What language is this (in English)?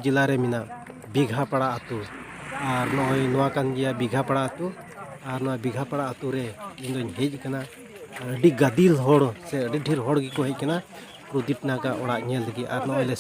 Santali